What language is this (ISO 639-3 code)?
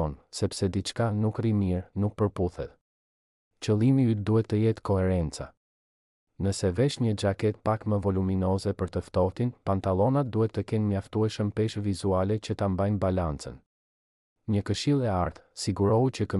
sqi